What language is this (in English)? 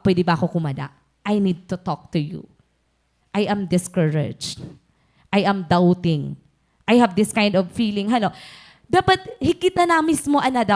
Waray